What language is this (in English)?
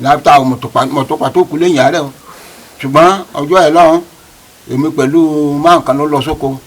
Yoruba